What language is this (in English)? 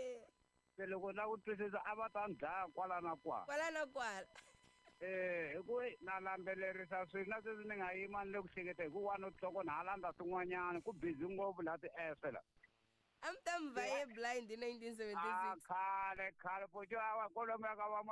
Tsonga